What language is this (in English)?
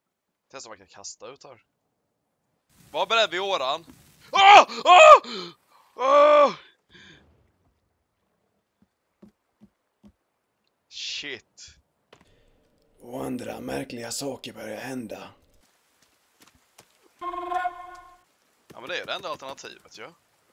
Swedish